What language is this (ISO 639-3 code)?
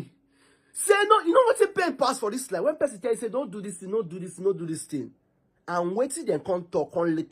pcm